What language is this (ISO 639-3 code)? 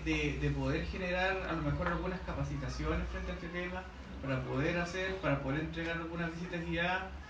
spa